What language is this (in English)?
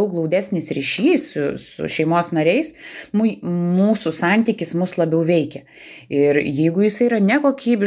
Lithuanian